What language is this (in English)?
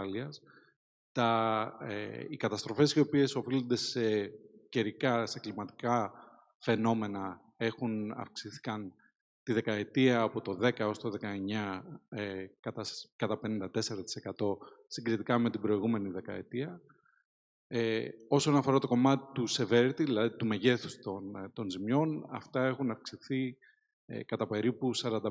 Greek